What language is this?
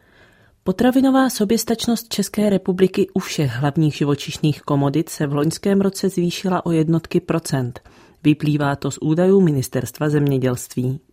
Czech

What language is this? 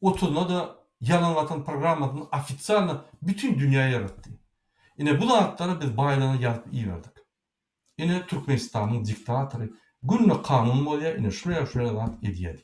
Turkmen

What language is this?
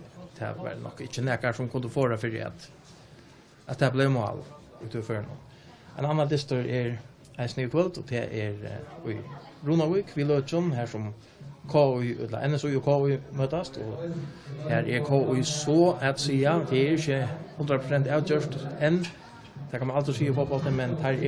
Faroese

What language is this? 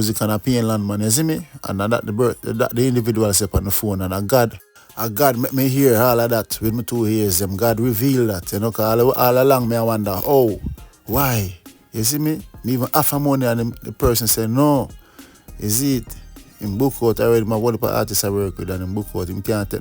Jamaican Creole English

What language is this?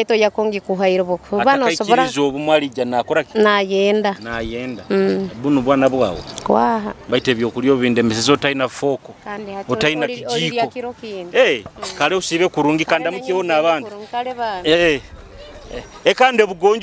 Nyoro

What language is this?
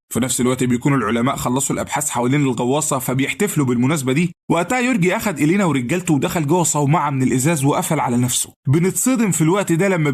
Egyptian Arabic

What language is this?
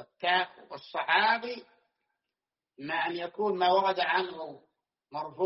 Arabic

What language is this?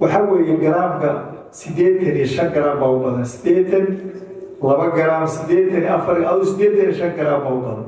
Somali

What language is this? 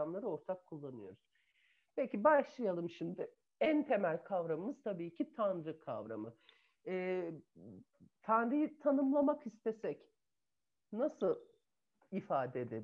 Turkish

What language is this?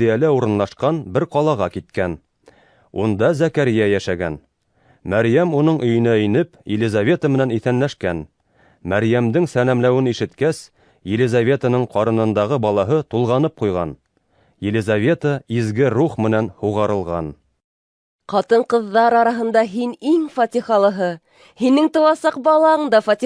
Bashkir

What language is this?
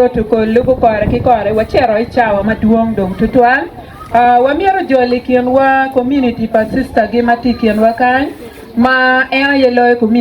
Acoli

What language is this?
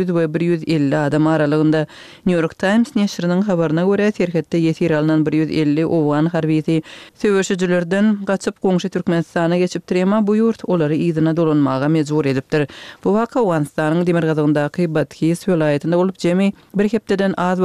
Kyrgyz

